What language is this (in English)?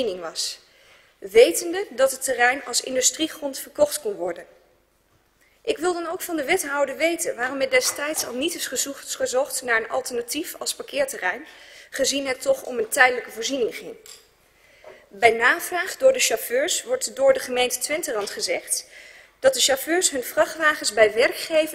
Dutch